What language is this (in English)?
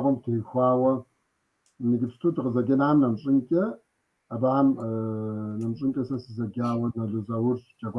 Kabardian